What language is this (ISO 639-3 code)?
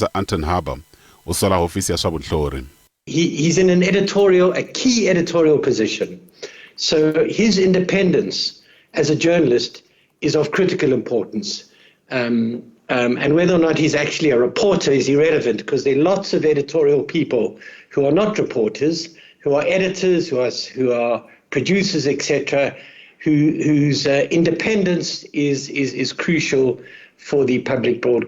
tso